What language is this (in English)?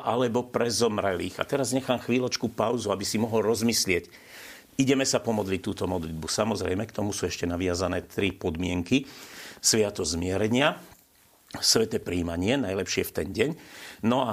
Slovak